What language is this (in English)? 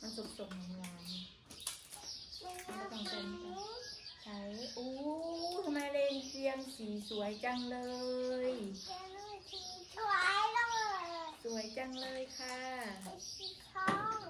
Northeastern Thai